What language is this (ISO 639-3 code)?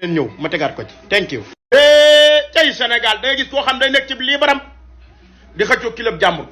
wol